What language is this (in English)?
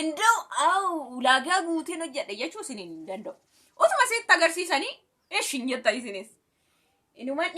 Oromo